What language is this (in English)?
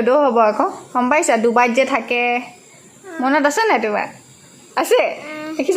Assamese